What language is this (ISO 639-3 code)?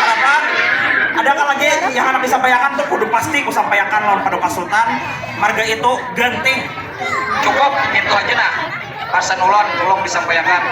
bjn